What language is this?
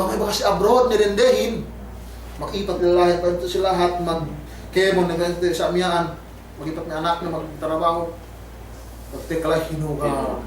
Yakan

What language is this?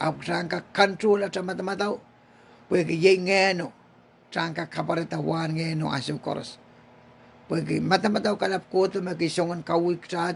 Pohnpeian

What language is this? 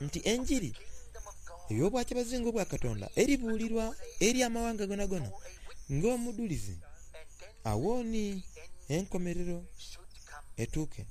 Soga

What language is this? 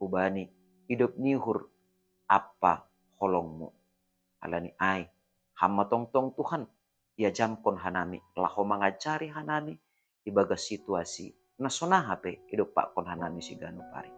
Batak Simalungun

